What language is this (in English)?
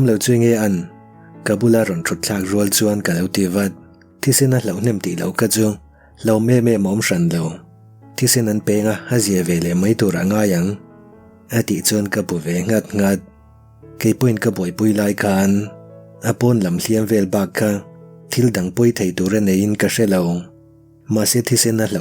Mizo